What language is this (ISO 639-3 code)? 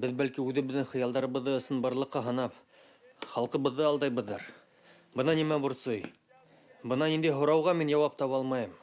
bak